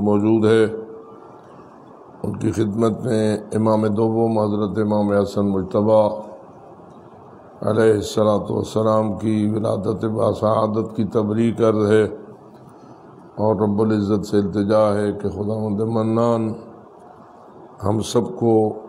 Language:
Urdu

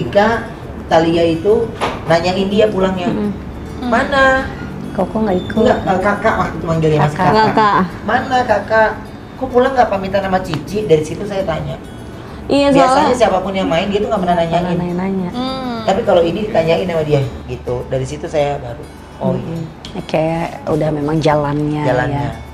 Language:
Indonesian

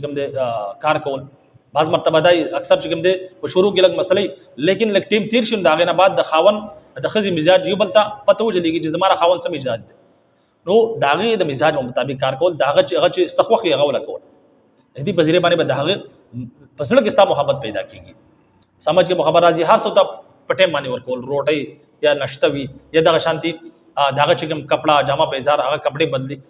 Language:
Pashto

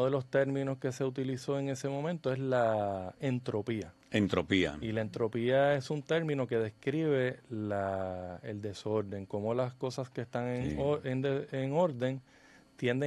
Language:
Spanish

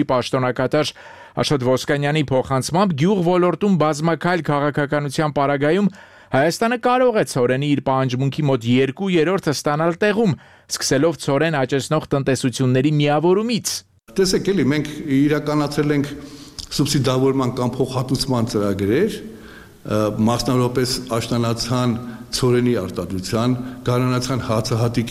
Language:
Armenian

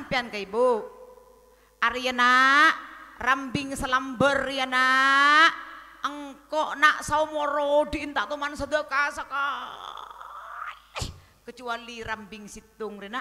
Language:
Madurese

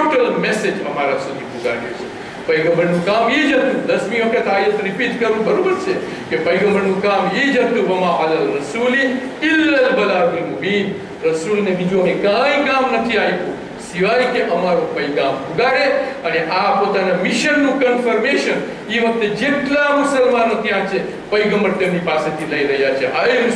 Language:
Gujarati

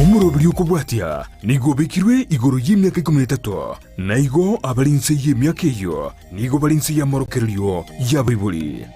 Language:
Gusii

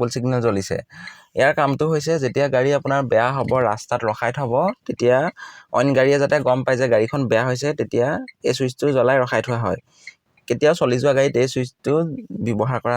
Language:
Assamese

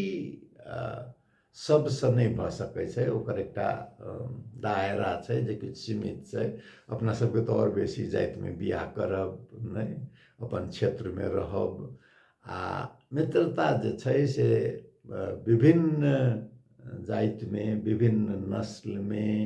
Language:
Maithili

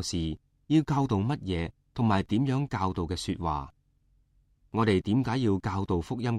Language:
Cantonese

